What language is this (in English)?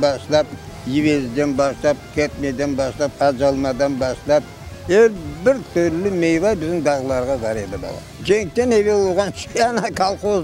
Crimean Tatar